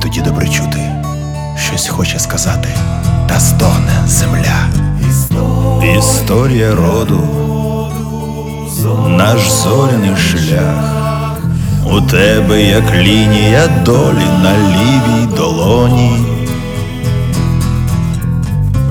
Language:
Ukrainian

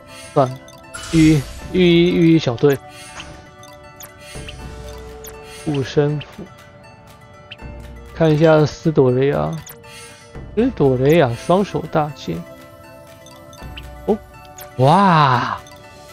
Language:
Chinese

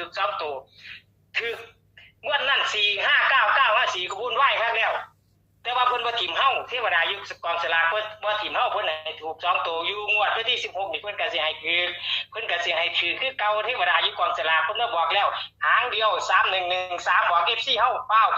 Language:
Northeastern Thai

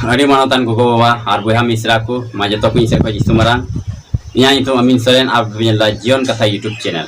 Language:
Santali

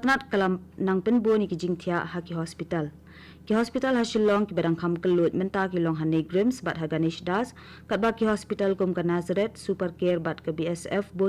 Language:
Khasi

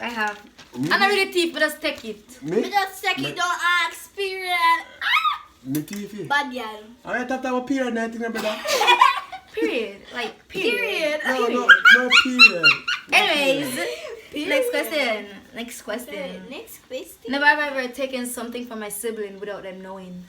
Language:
Jamaican Creole English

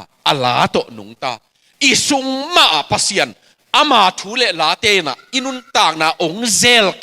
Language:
Tedim Chin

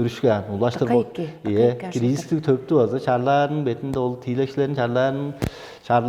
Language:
Tuvinian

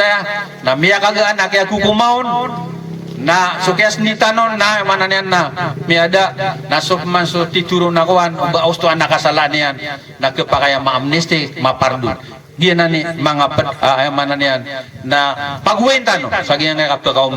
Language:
Maranao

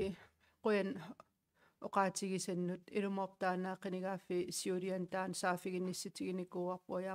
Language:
Kalaallisut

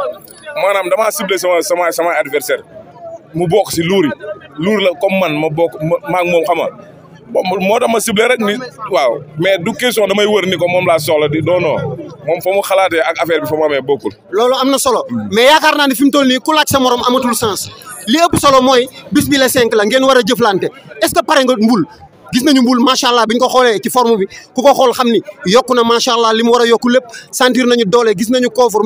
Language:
Wolof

